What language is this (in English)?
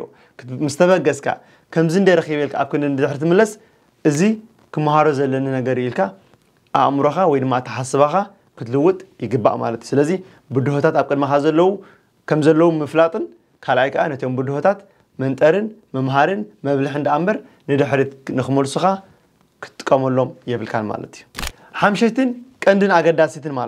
Tigrinya